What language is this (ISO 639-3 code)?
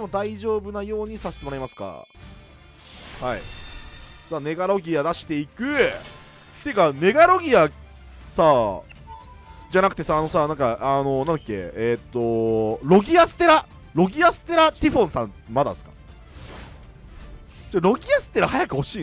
jpn